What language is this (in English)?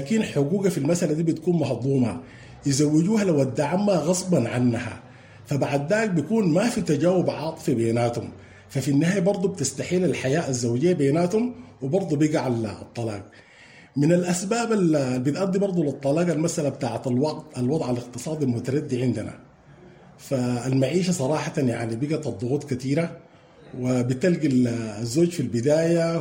Sudanese Arabic